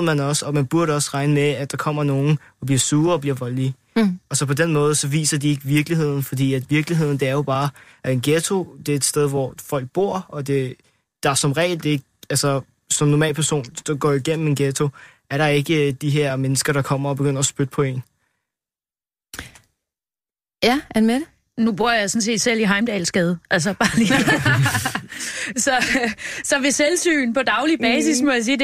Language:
Danish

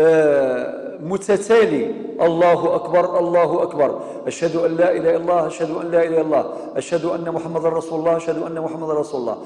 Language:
Kabyle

